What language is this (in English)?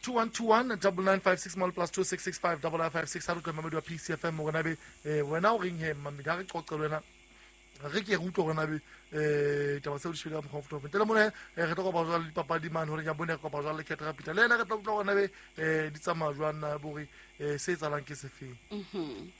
Southern Sotho